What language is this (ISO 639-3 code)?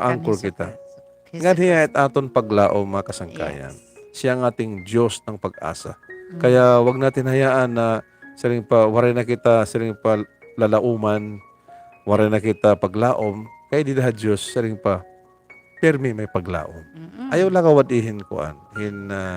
war